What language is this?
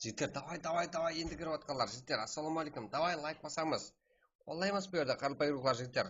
Kara-Kalpak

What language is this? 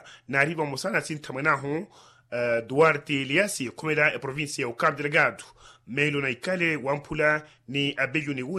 Makhuwa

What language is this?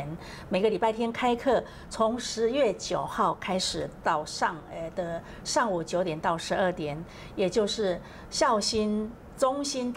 Chinese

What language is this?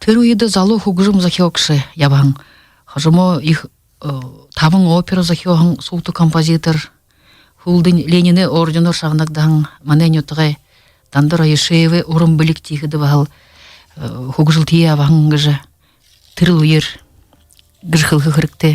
Buriat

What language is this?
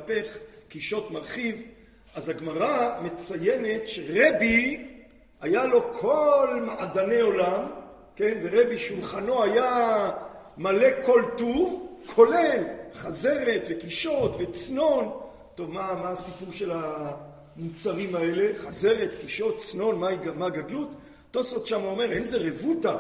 Hebrew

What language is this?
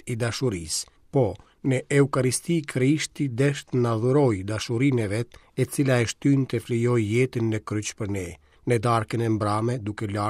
Albanian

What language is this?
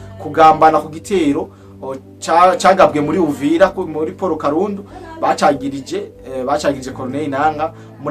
Rundi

